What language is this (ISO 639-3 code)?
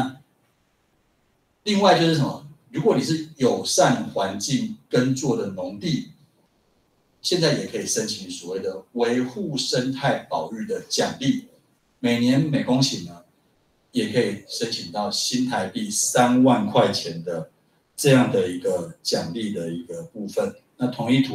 zho